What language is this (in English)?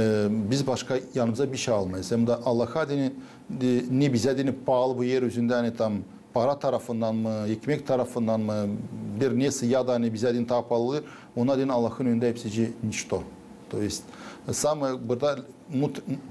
Gagauz